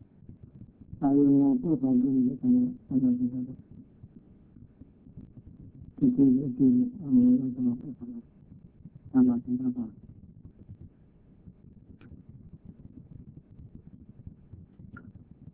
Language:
Burmese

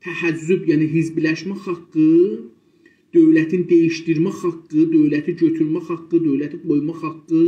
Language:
South Azerbaijani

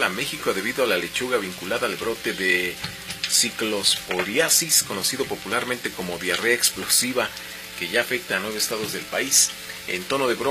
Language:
Spanish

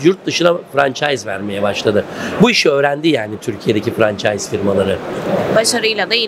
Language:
Turkish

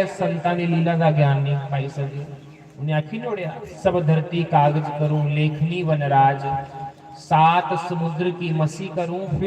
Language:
Dogri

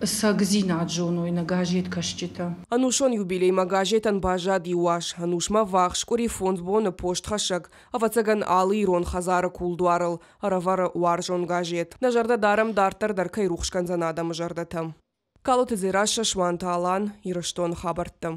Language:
Ossetic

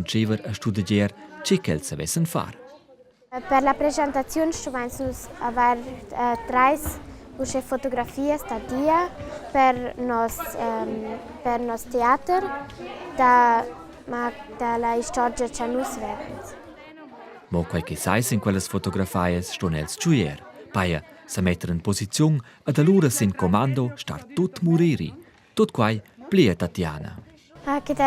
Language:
Romansh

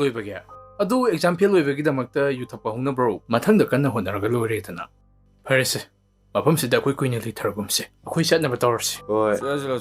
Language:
Manipuri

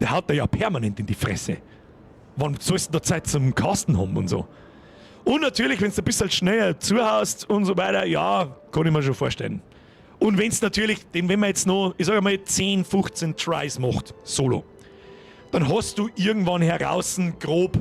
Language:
Bavarian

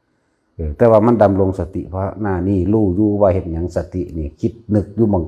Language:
Northeastern Thai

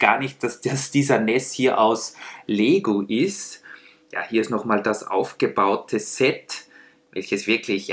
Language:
German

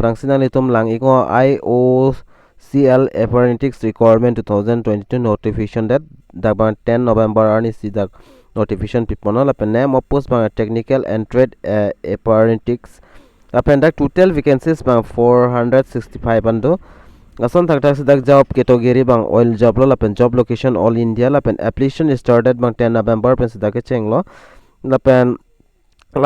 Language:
Karbi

